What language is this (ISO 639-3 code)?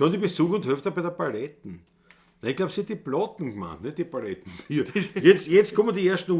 bar